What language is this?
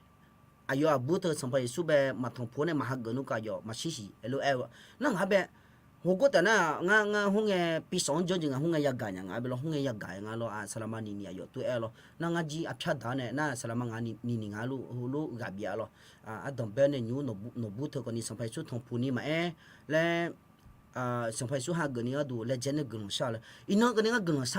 Akha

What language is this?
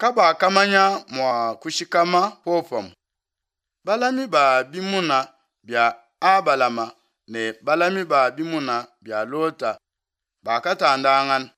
Luba-Lulua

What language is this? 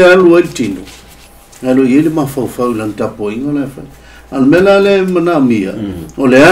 Samoan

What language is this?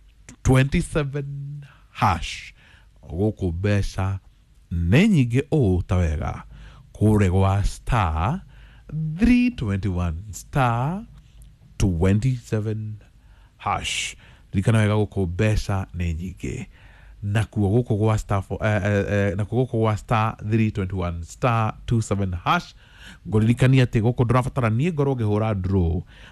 Kikuyu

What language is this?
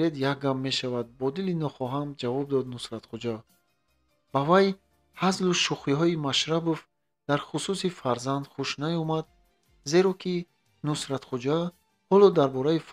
Tajik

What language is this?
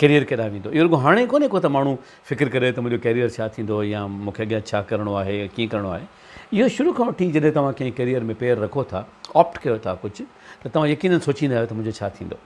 Sindhi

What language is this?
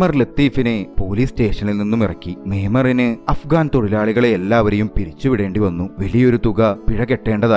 Malayalam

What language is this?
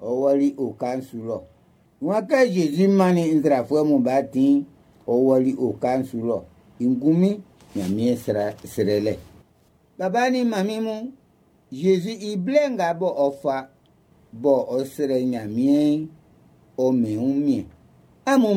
Baoulé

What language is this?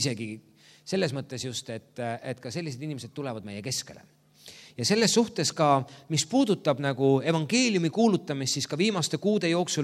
Estonian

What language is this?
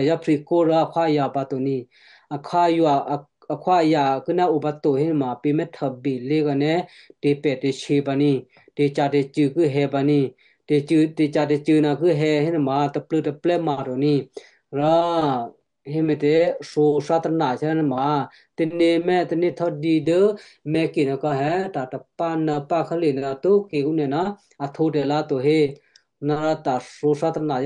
Western Kayah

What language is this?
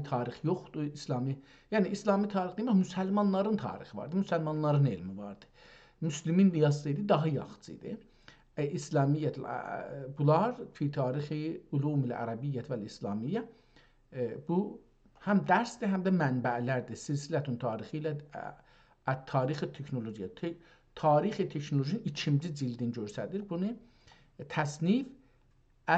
South Azerbaijani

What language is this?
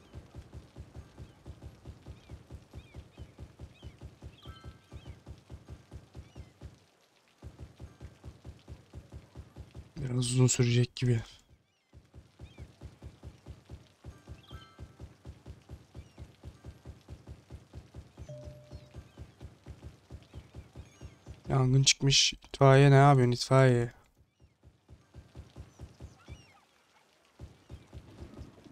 Turkish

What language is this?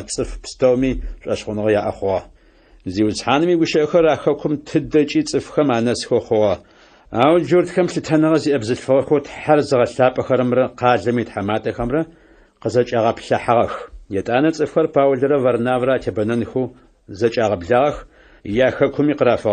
Adyghe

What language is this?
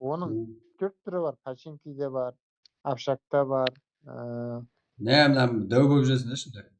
Kara-Kalpak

